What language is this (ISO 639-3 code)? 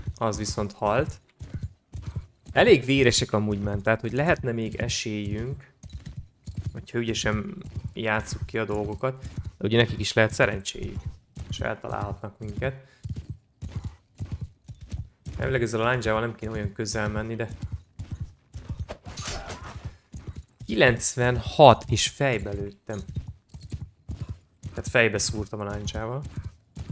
hun